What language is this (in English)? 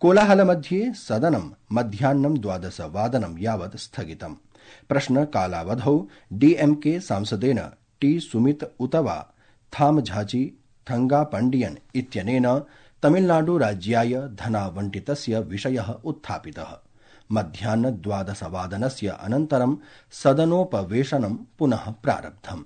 Sanskrit